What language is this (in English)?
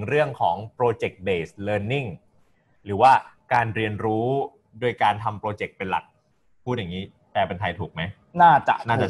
Thai